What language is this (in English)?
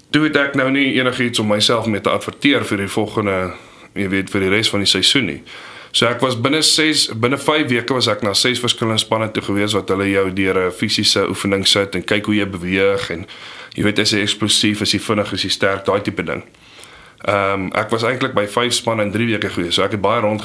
Afrikaans